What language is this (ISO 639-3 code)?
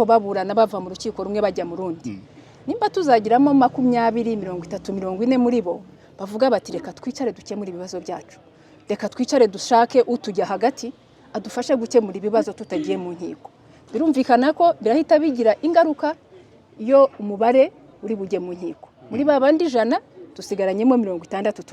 kin